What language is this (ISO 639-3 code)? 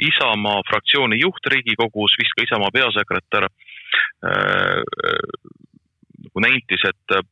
est